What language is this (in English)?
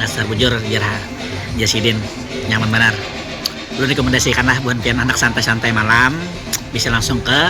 Banjar